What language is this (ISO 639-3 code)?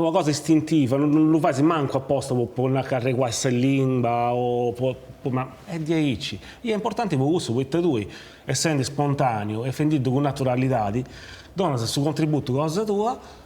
srd